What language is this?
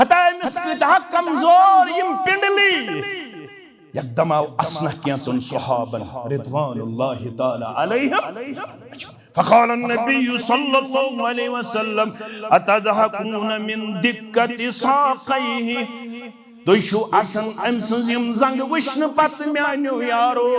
Kashmiri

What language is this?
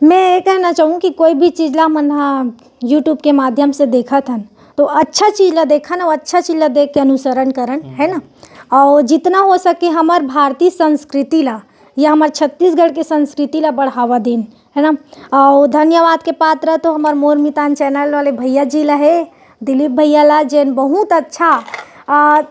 Chhattisgarhi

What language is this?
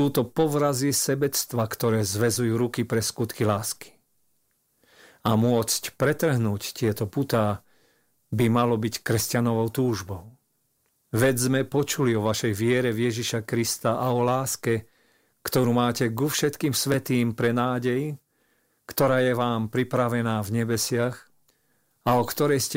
Slovak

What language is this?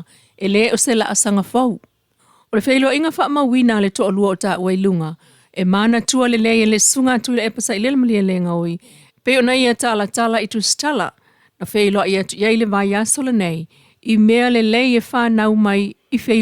Samoan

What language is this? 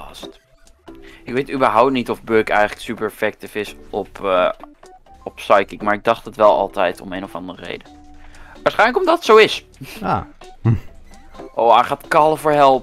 Dutch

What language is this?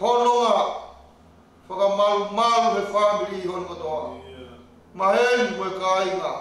Tongan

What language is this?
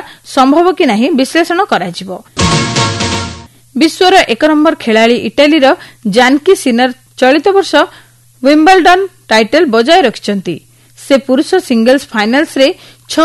Odia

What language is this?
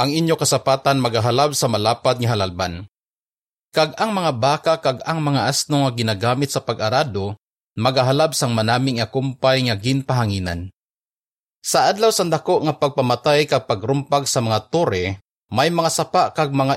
Hiligaynon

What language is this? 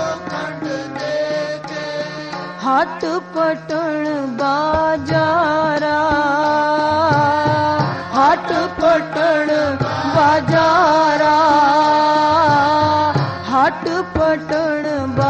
Punjabi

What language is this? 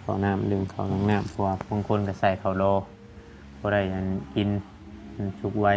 Northeastern Thai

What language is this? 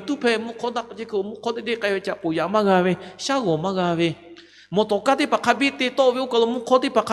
Lahu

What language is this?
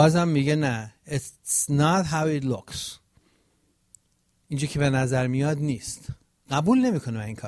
Persian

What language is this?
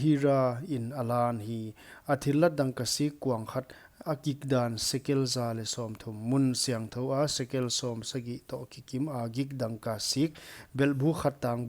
Paite Chin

